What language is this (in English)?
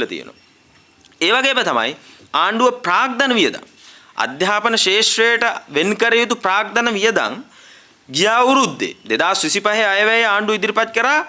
Sinhala